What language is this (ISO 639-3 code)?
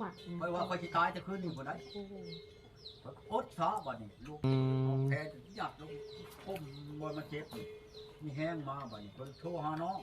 lao